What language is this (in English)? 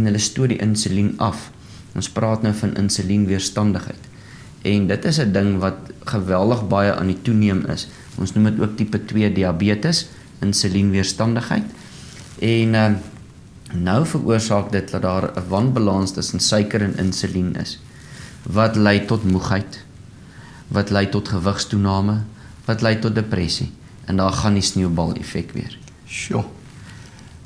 Afrikaans